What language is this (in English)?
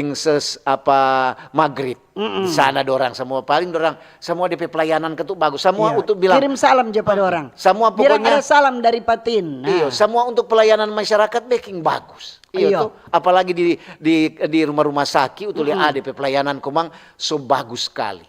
Manado Malay